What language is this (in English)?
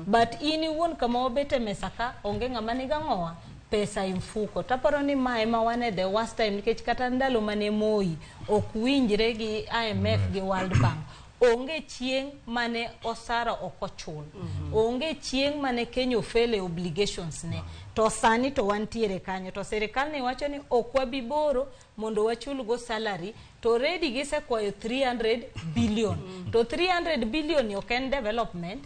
Luo (Kenya and Tanzania)